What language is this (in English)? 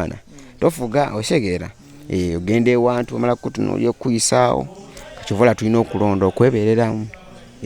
Ganda